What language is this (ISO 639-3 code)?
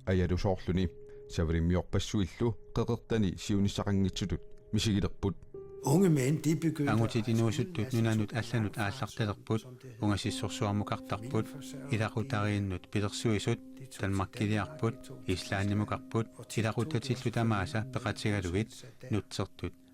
kal